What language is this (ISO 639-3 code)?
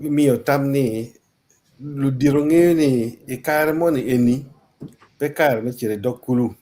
ach